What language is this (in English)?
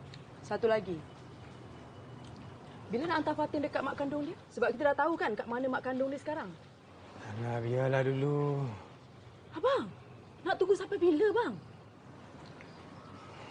Malay